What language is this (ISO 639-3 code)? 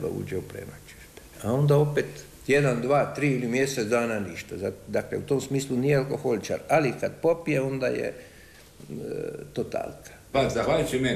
hrv